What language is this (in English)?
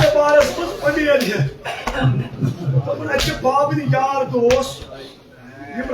Kashmiri